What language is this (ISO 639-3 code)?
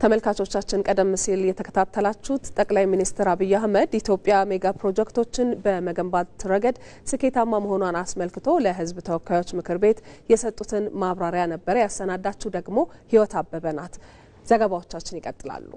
amh